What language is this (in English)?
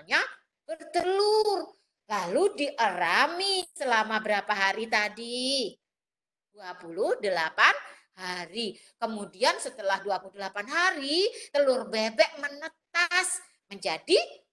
Indonesian